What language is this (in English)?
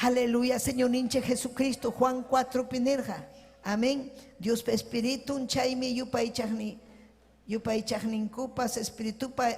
Ayacucho Quechua